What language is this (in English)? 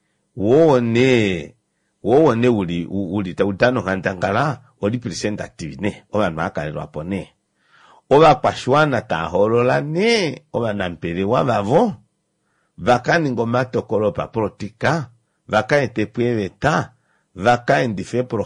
Kuanyama